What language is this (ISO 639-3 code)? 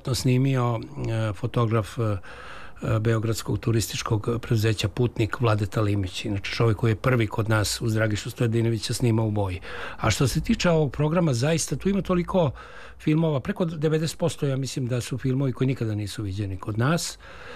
srp